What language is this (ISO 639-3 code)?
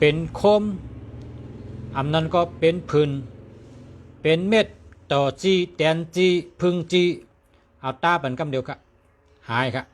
shn